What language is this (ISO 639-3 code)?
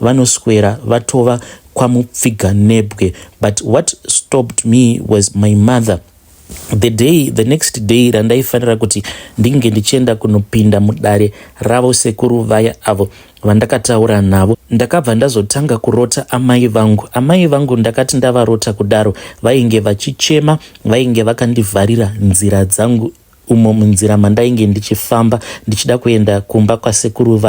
sna